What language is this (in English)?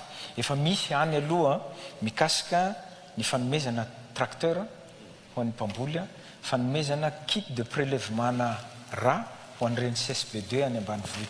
Malagasy